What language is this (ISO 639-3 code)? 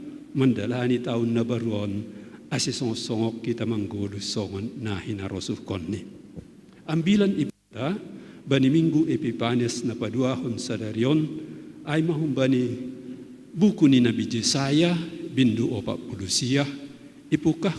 bts